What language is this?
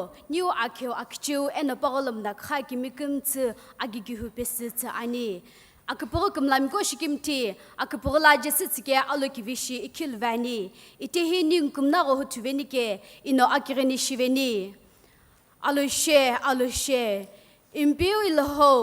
Sumi Naga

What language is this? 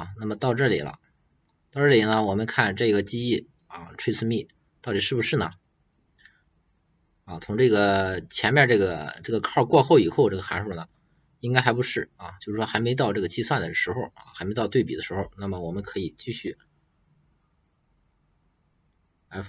Chinese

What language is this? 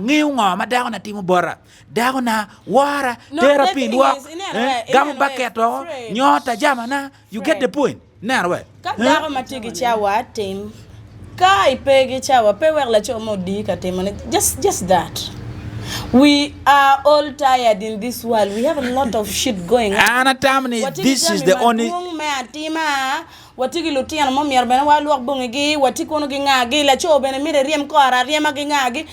Acoli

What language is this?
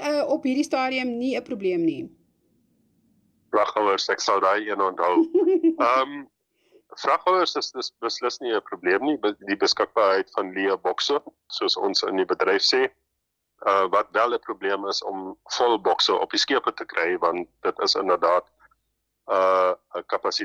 Afrikaans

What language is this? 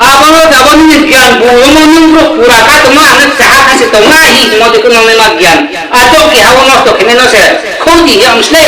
Riang (India)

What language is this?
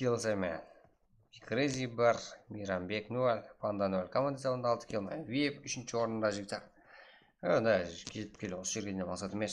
Kara-Kalpak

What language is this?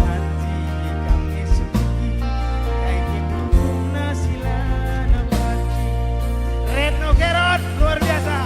Batak Karo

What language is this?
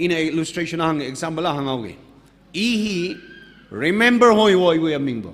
Tangkhul Naga (India)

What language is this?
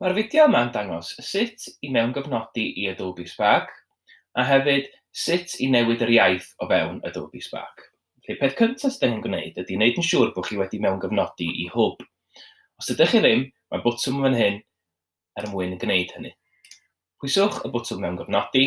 Welsh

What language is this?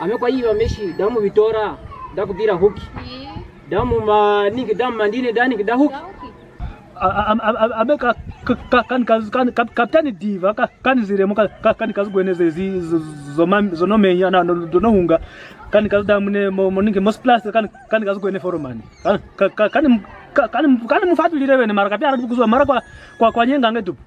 Kwangali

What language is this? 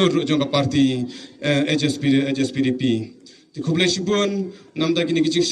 Khasi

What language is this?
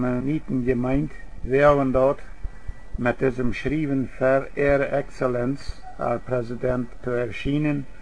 Plautdietsch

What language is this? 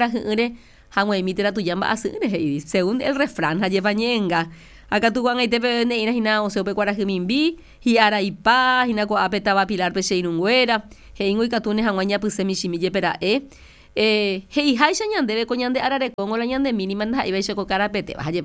Guarani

